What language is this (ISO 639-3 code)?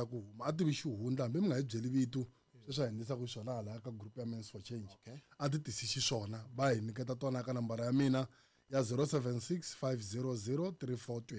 tso